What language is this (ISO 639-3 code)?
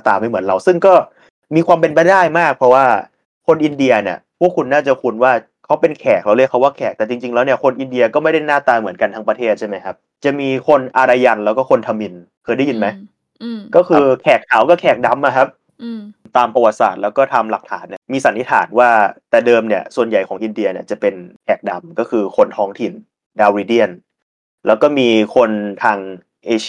tha